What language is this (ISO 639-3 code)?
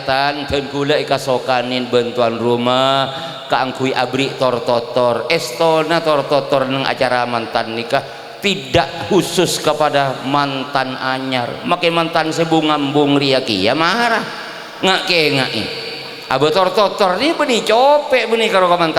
mad